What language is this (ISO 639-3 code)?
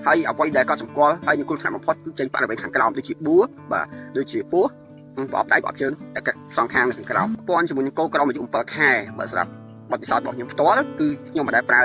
khm